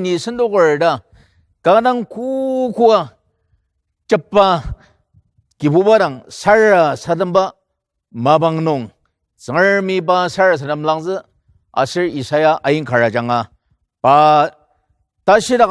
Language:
Ao Naga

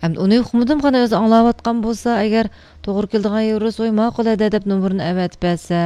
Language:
Uyghur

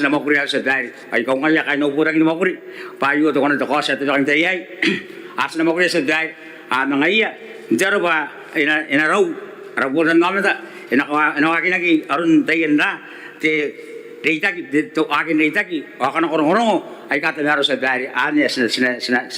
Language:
Gilbertese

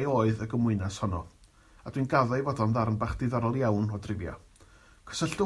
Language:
Welsh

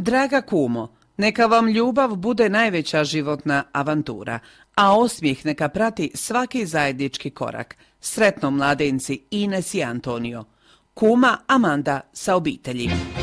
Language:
Croatian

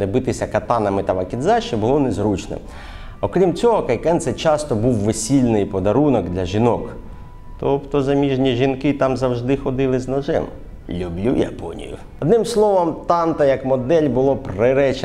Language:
Ukrainian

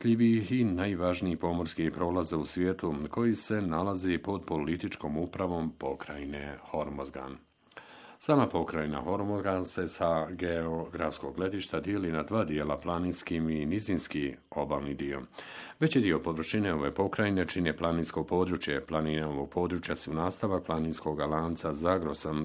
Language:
Bosnian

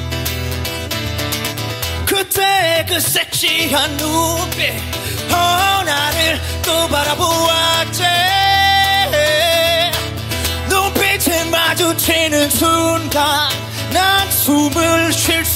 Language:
Korean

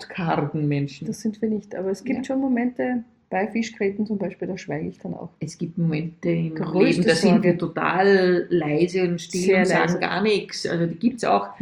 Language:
German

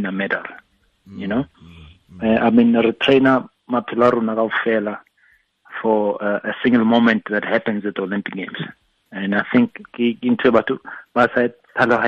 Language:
Tswana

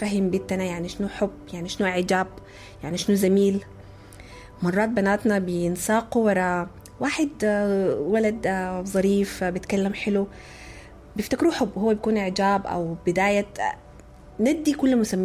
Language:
Sudanese Arabic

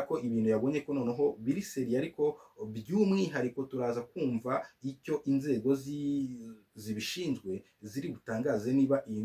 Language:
Kinyarwanda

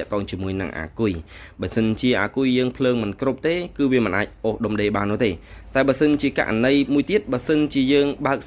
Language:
Khmer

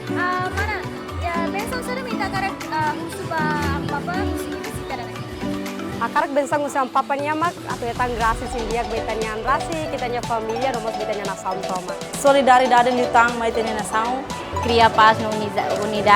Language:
Tetum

